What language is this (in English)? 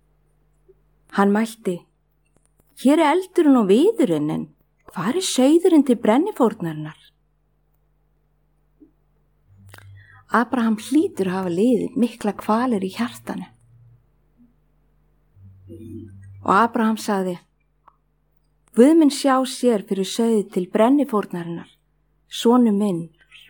Icelandic